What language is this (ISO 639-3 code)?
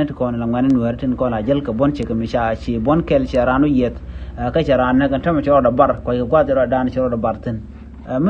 nus